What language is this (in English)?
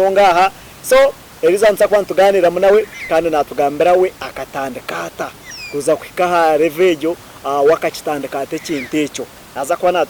Nyankole